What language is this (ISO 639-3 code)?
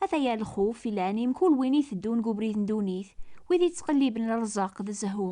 kab